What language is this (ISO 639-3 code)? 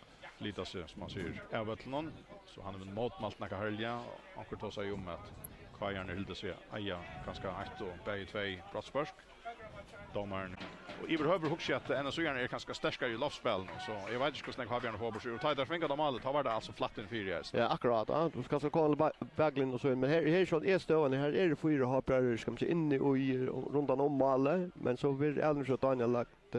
fao